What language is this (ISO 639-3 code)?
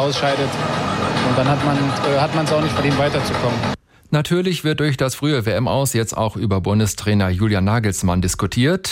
deu